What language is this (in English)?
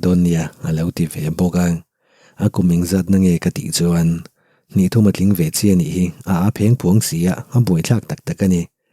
Mizo